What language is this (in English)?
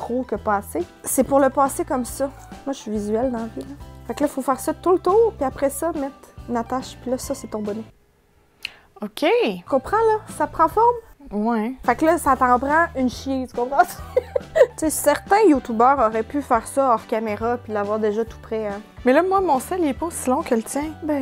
French